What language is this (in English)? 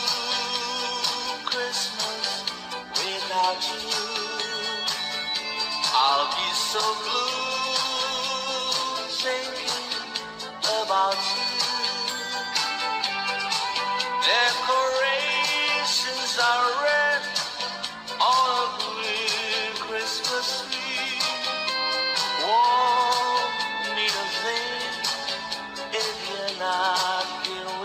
English